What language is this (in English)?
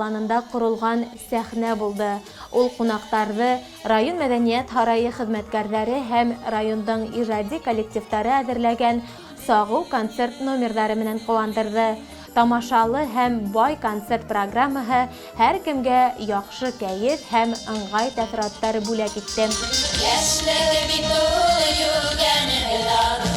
Bashkir